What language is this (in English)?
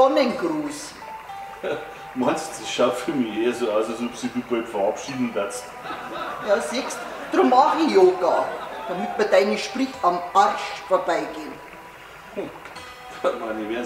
Bavarian